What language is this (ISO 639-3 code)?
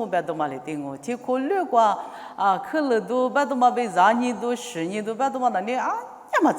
lis